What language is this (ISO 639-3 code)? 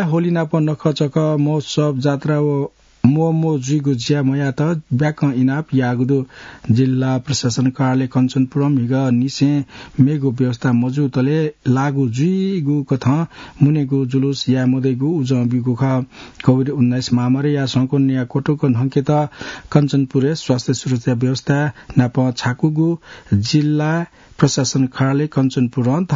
new